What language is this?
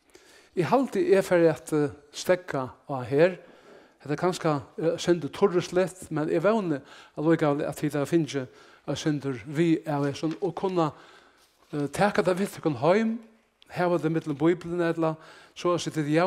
Faroese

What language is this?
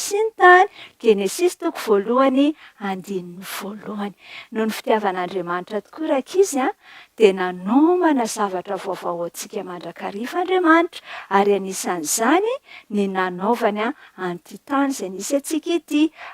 Malagasy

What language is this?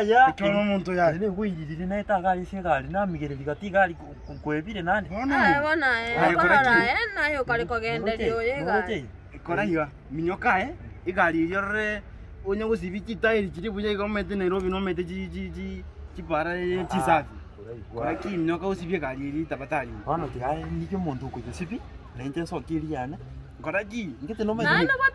Gusii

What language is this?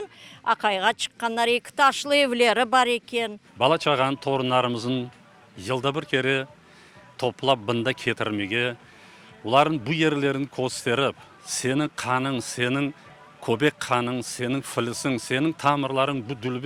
Crimean Tatar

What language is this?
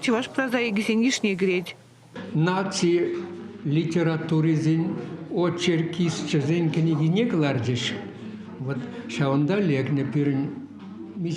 Chuvash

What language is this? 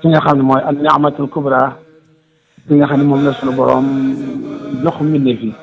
Wolof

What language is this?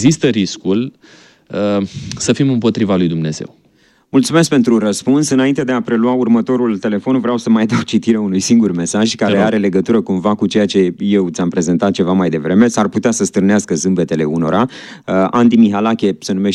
Romanian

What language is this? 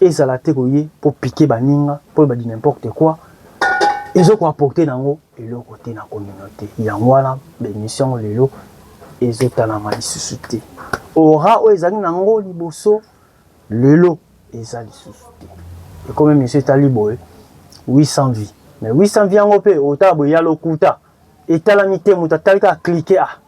Lingala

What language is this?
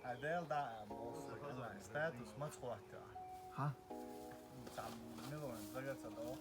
Chechen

